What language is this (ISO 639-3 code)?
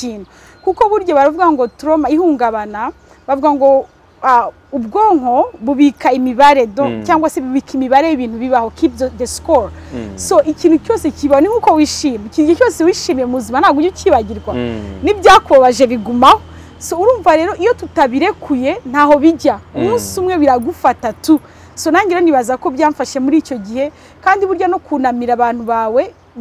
kin